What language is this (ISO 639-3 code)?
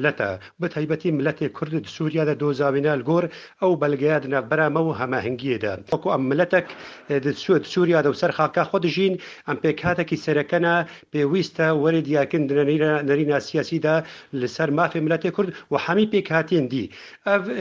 kur